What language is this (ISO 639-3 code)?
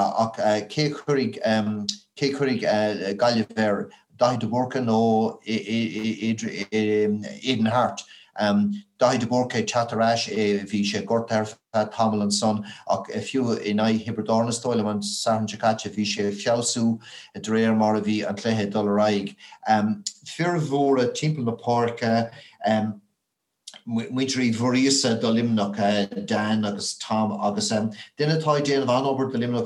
gle